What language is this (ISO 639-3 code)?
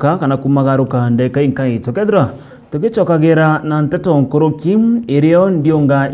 mer